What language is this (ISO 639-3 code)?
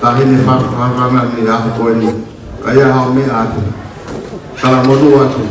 ton